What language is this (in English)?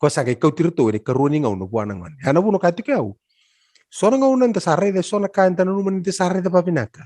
Fijian